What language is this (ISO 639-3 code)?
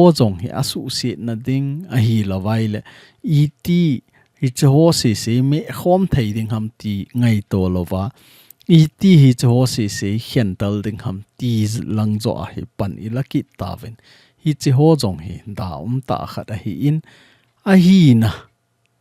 tcz